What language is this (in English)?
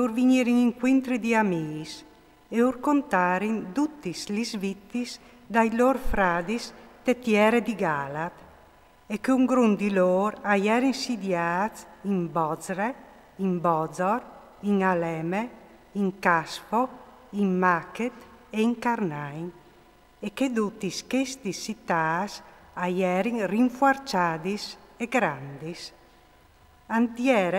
Friulian